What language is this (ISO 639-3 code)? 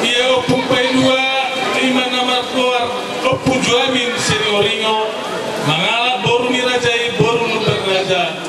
bbc